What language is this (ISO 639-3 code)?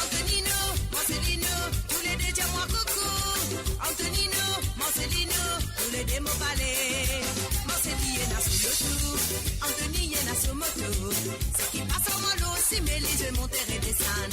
mfe